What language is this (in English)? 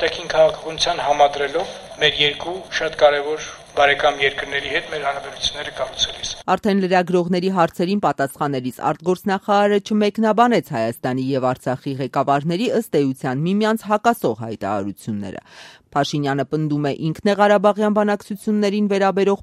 Armenian